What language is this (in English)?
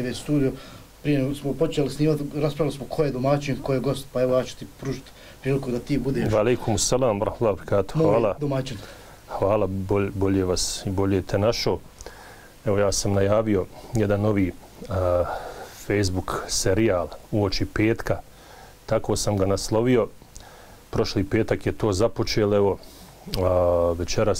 Bosnian